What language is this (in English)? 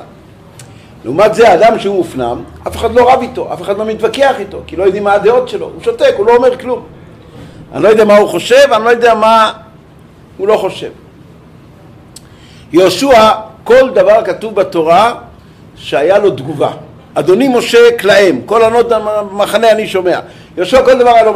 Hebrew